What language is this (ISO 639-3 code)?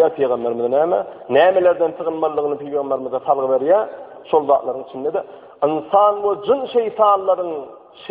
tuk